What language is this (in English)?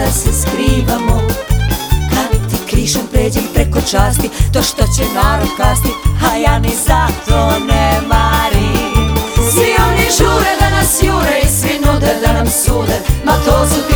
Serbian